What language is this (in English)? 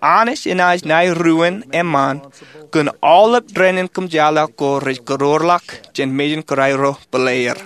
Marshallese